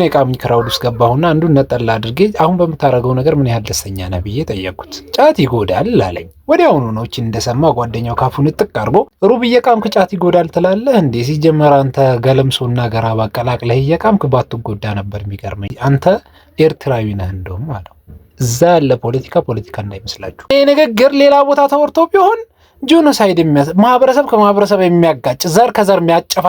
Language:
Amharic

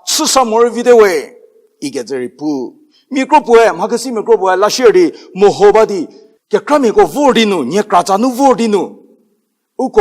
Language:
Angami Naga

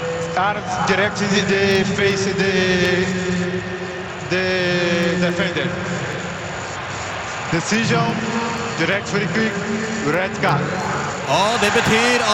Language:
Norwegian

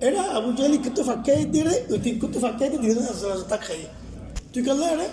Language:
Rohingya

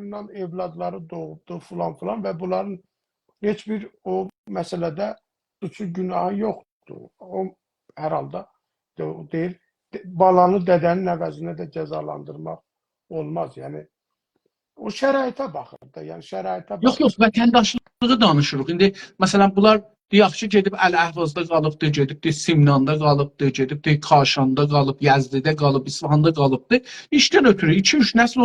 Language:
South Azerbaijani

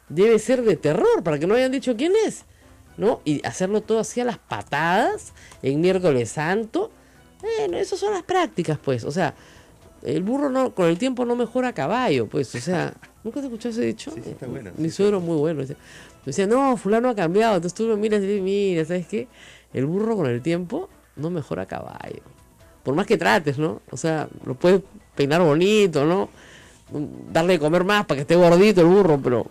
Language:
Spanish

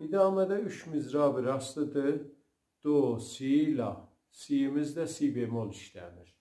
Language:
South Azerbaijani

